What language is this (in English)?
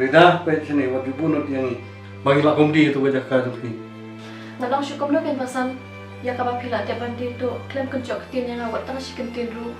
Khasi